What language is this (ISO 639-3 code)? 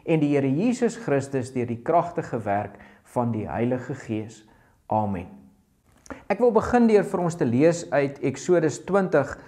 afr